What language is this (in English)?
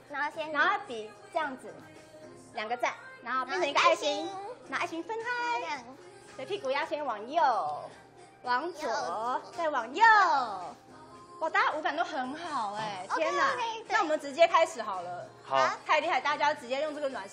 Chinese